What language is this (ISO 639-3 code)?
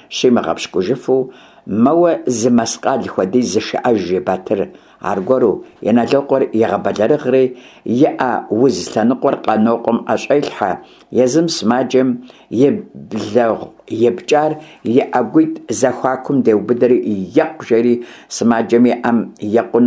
kbd